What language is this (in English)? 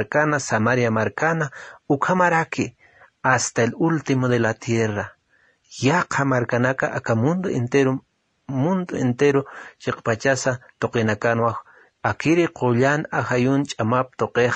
Aymara